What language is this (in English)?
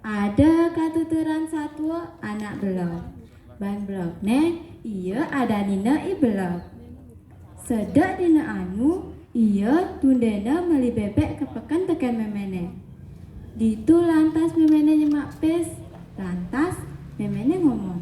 Balinese